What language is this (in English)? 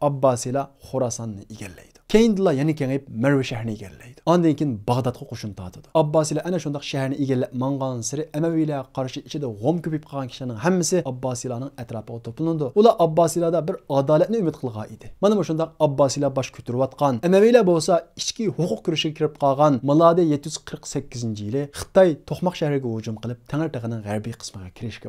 Uyghur